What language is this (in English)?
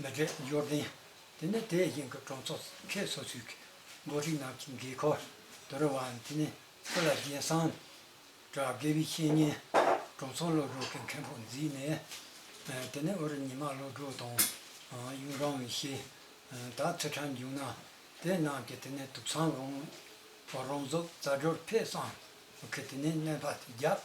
Tibetan